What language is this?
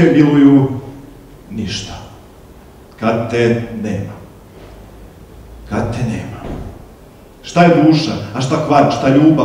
Serbian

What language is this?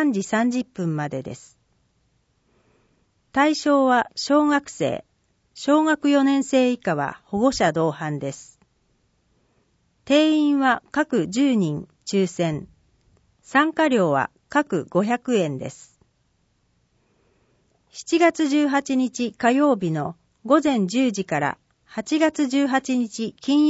Japanese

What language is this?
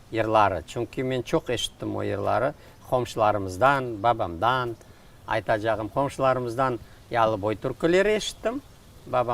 Crimean Tatar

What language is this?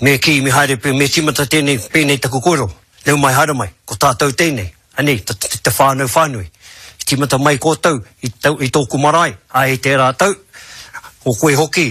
Māori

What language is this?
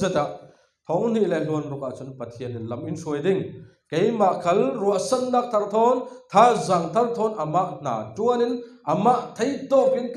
Falam Chin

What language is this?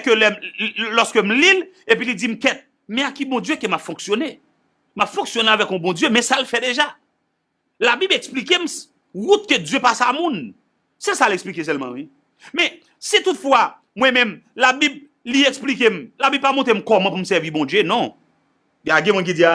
Haitian Creole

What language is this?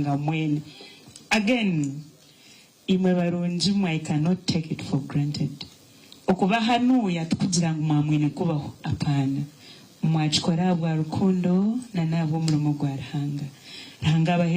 Nyankole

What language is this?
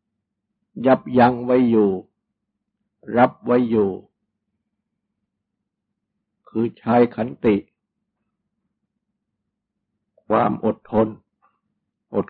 Thai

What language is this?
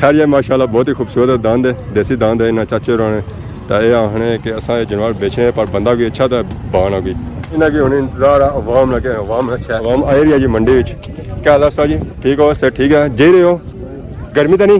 Pahari-Potwari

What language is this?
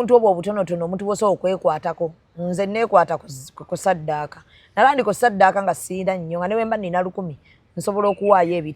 Ganda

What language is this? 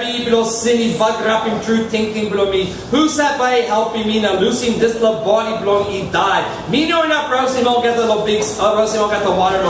Tok Pisin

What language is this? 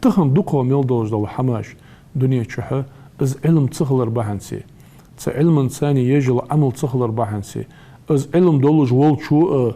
Ingush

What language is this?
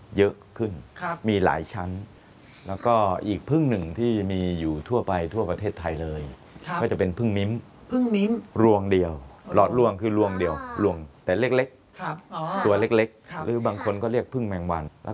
Thai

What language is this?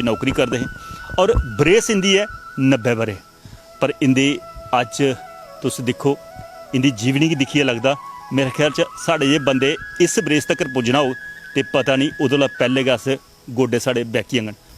Dogri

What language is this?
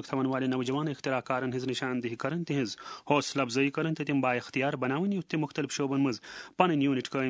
Kashmiri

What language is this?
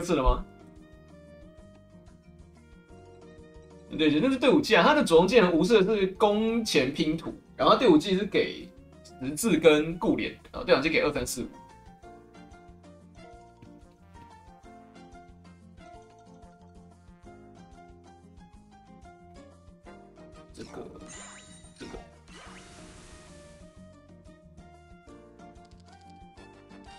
Chinese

